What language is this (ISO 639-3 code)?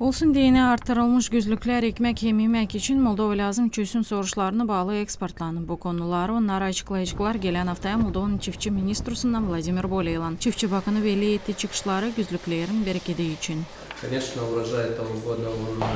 gag